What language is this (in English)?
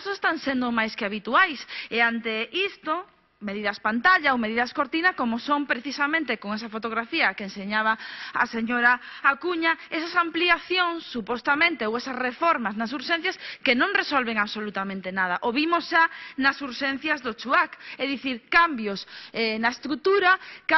Galician